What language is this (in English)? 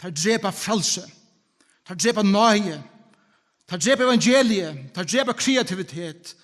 Faroese